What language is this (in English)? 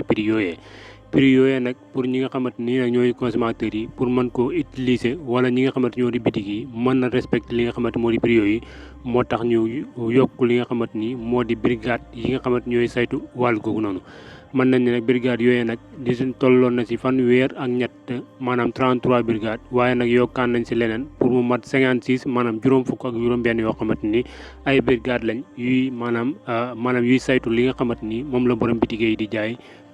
Wolof